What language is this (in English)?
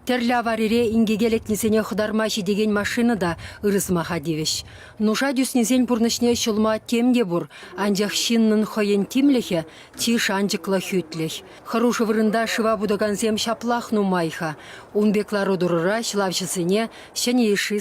Chuvash